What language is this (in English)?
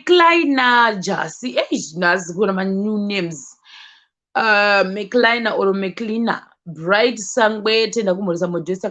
Shona